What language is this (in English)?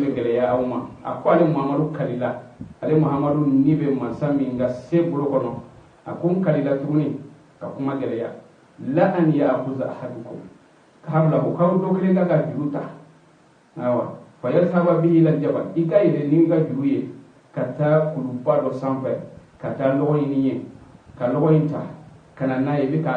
Bambara